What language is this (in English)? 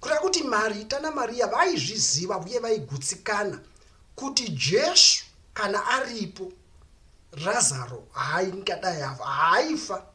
Shona